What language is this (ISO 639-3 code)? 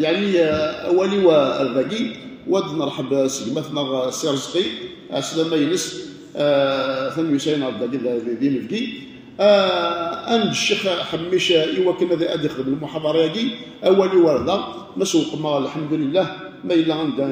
kab